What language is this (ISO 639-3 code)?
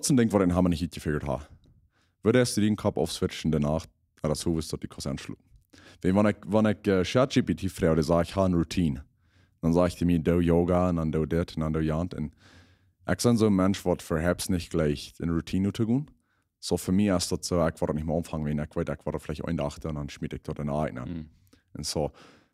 pdt